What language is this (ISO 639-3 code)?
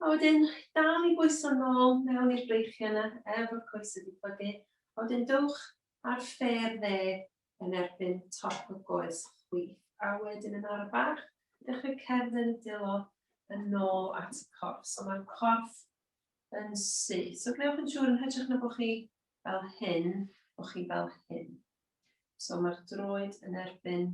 cym